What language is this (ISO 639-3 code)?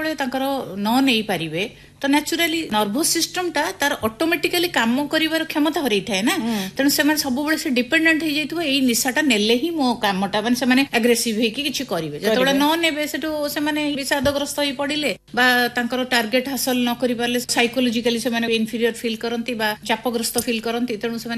ori